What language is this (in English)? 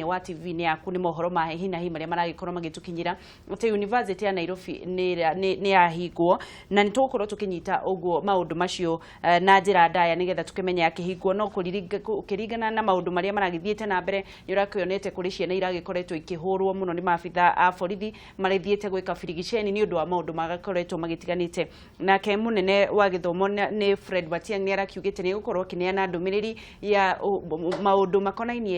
Kikuyu